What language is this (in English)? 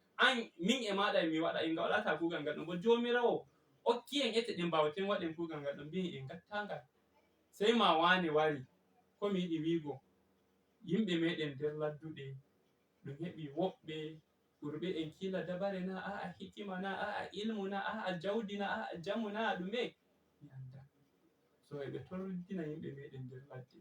Fula